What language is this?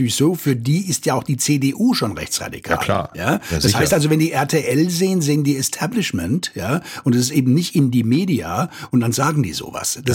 German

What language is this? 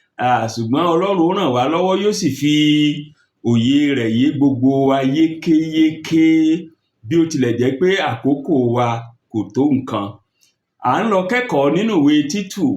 Yoruba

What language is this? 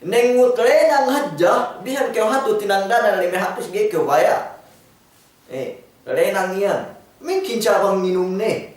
Yakan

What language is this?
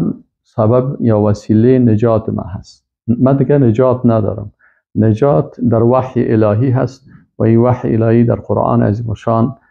Persian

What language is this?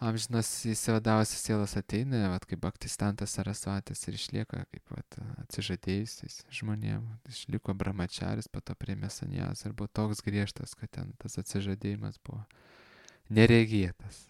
Lithuanian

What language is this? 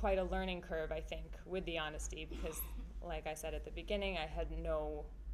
English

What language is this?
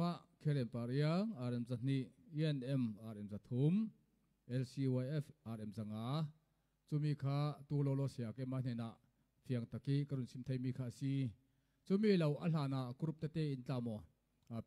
Falam Chin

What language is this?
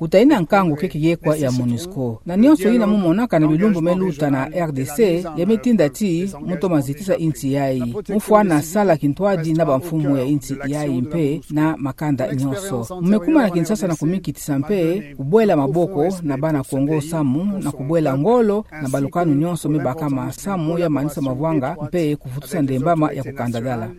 Kituba (Democratic Republic of Congo)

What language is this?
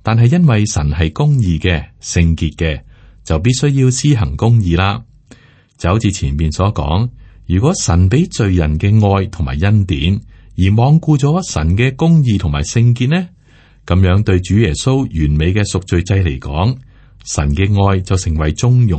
Cantonese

